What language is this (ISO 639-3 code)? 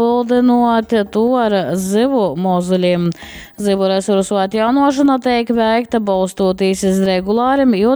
ltg